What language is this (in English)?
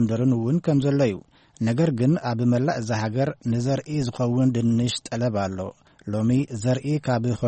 Tigrinya